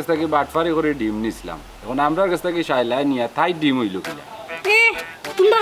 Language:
Sylheti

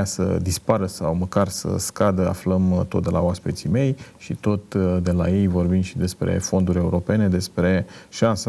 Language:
Romanian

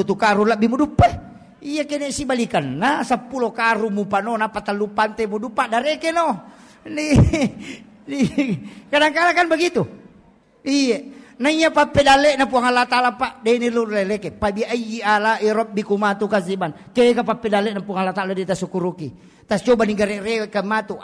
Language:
Buginese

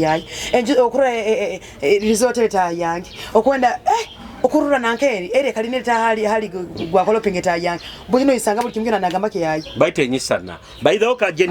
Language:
Nyoro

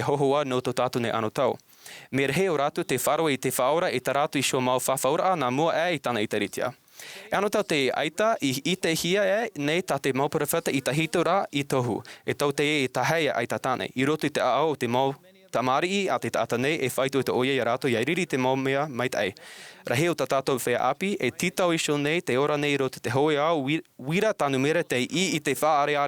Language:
Tahitian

